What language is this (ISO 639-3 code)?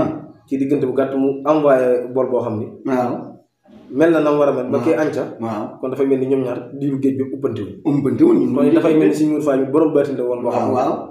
wol